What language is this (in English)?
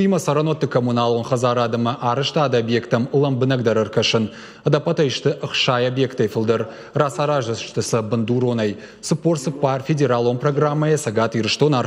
Ossetic